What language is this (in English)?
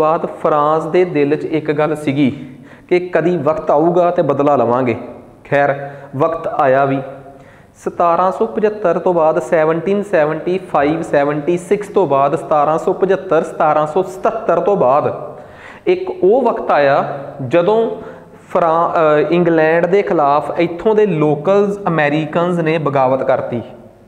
Punjabi